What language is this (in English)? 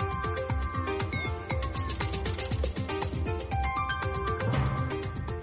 Kinyarwanda